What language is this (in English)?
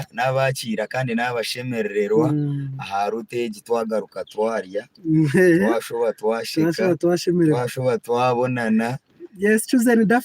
Nyankole